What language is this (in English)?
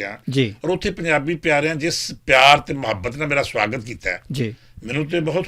Western Panjabi